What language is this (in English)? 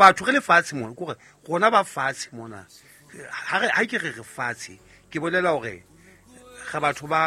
Southern Sotho